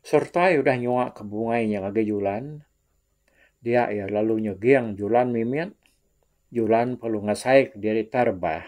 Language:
Iban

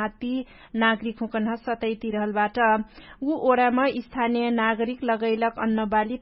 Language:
Dangaura Tharu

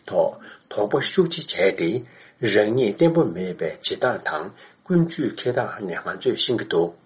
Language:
Tibetan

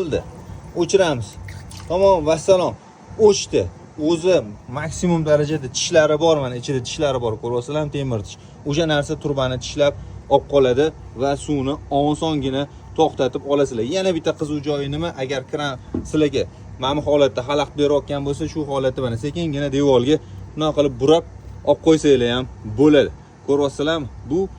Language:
Uzbek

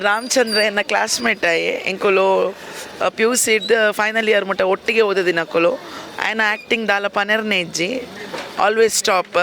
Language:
Tulu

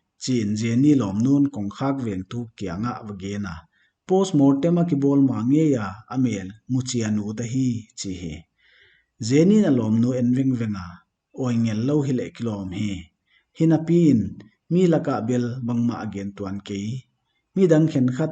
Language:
Paite Chin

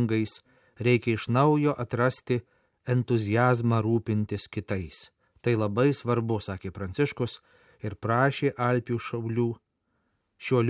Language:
Lithuanian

